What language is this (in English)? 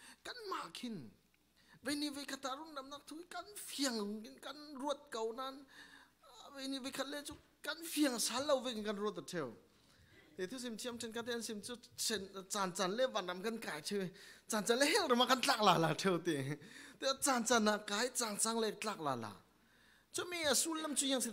Falam Chin